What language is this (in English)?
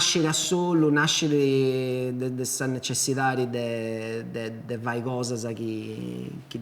Sardinian